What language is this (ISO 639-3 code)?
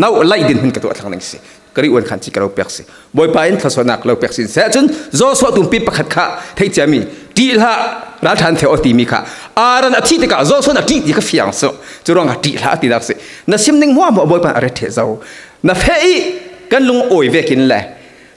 cfm